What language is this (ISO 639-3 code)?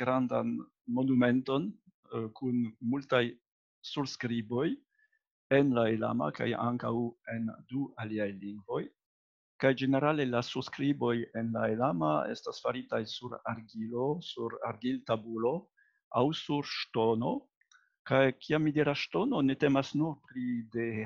epo